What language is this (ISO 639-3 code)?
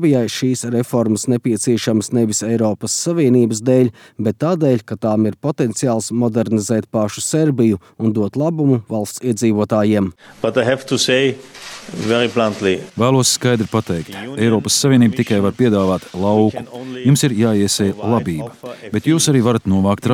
lav